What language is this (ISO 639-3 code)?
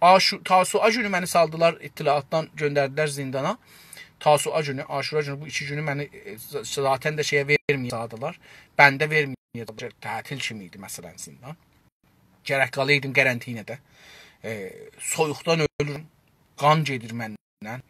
azb